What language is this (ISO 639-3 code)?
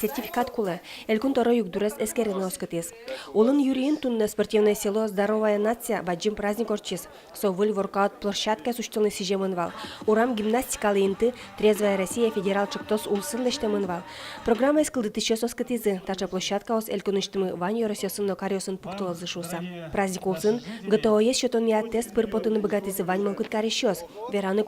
udm